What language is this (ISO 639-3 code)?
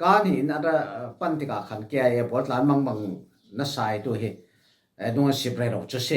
cfm